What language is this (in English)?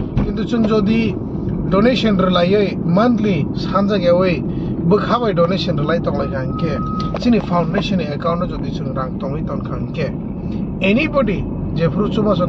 Kok Borok